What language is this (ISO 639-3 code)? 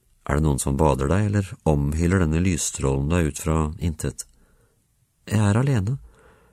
nor